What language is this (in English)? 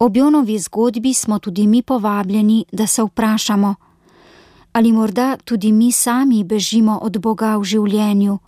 Slovenian